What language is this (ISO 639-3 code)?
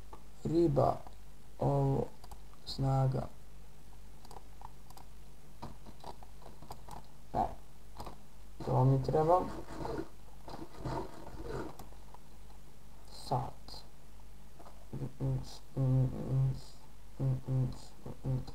bos